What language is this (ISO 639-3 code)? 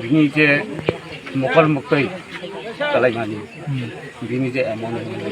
trp